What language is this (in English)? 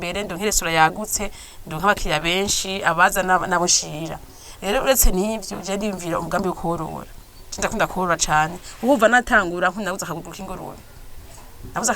Rundi